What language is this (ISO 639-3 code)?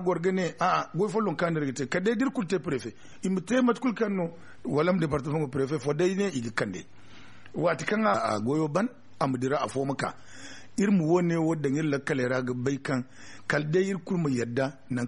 dje